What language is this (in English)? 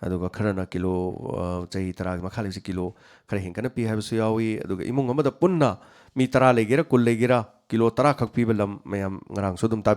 Manipuri